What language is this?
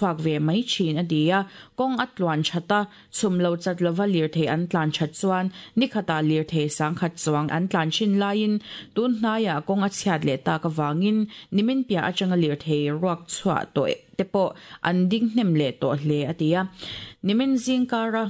Mizo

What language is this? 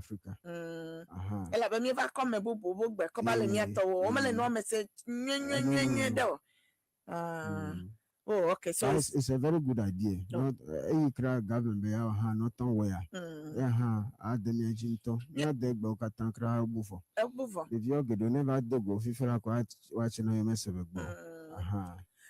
Ewe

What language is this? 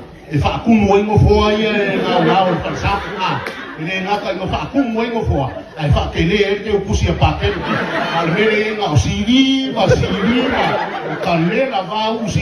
Samoan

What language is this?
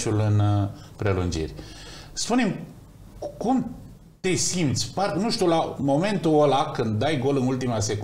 Romanian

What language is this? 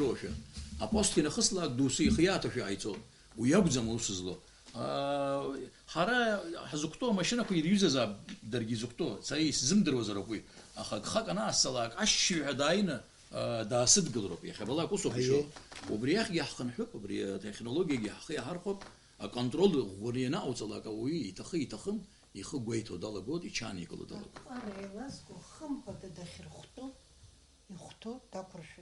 Abkhazian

